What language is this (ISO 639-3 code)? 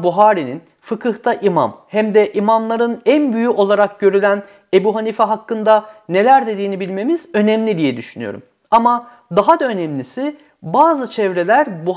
tur